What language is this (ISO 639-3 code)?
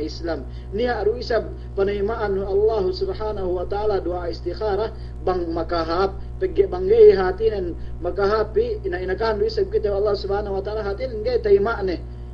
yka